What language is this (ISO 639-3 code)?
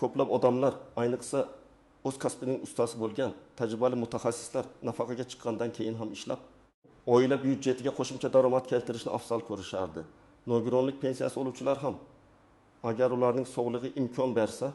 uzb